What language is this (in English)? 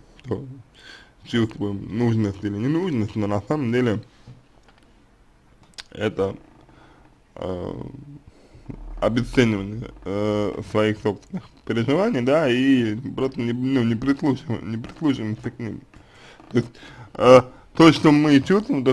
Russian